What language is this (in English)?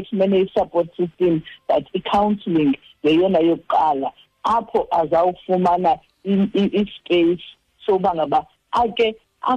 Xhosa